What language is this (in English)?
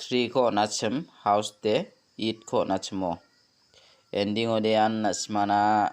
Garo